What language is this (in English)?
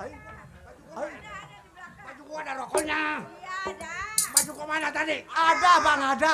Betawi